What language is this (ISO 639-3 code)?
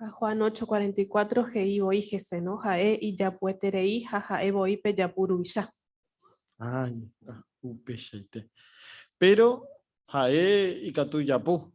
grn